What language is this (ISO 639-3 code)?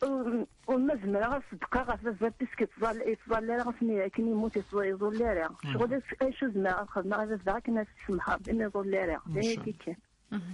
kab